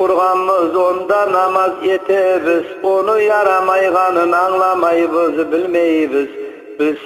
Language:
Kumyk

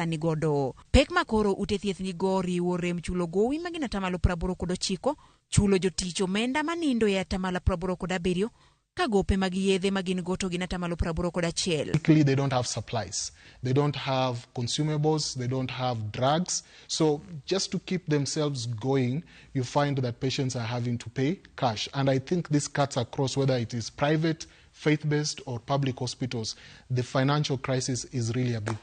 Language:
Luo (Kenya and Tanzania)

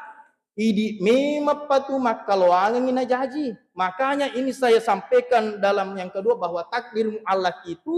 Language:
Buginese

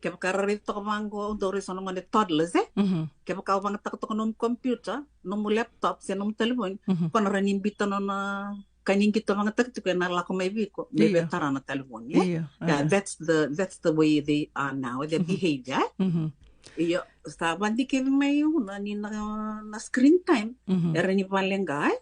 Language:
Fijian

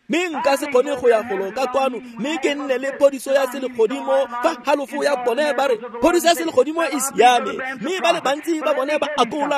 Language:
Tswana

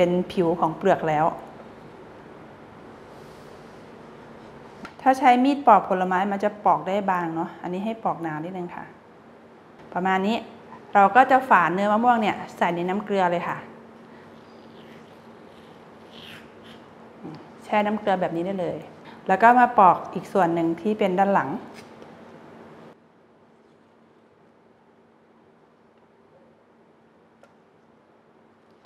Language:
Thai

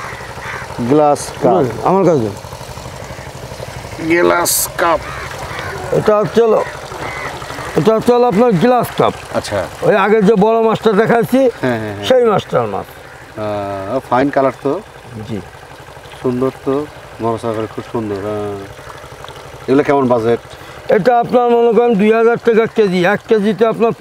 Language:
Bangla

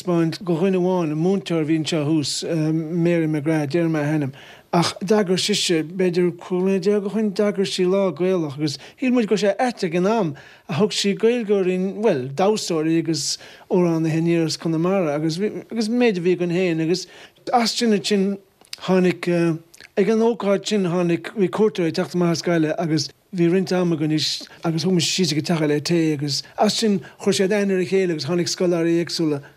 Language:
Irish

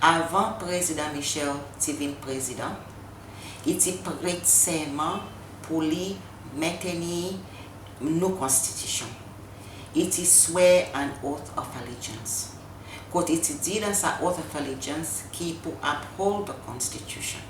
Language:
Seselwa Creole French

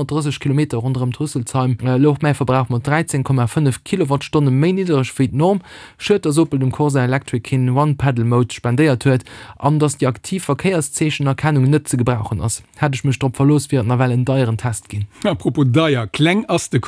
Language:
Luxembourgish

